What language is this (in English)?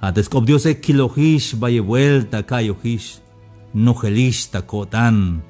Tzeltal